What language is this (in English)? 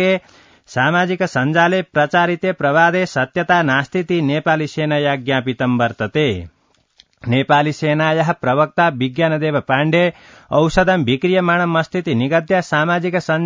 Sanskrit